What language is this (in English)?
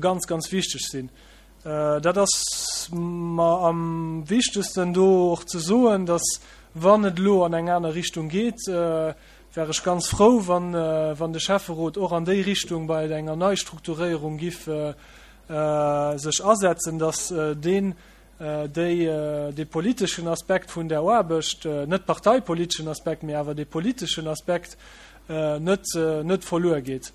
Luxembourgish